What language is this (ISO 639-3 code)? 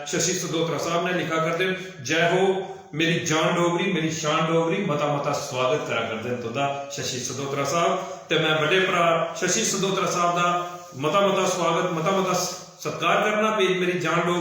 doi